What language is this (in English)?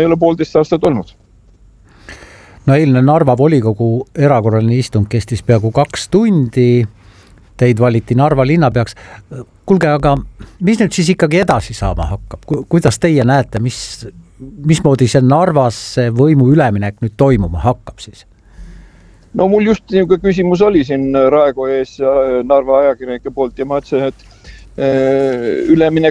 Estonian